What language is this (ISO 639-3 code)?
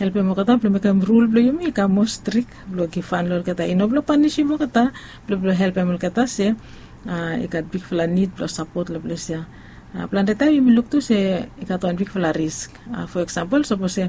bis